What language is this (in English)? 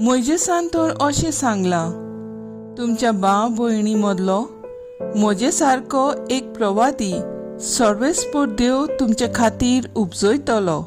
Konkani